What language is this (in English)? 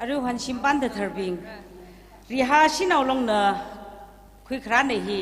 Tangkhul Naga (India)